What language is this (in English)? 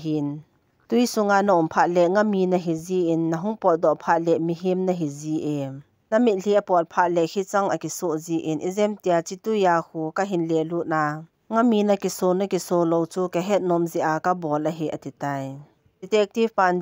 Thado Chin